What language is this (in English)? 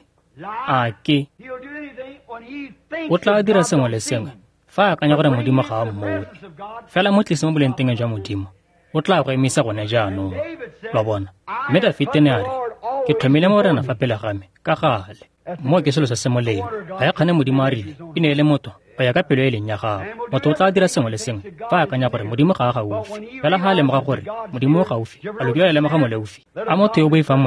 Tswana